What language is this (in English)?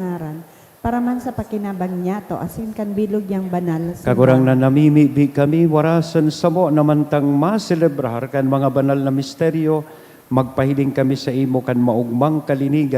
Bikol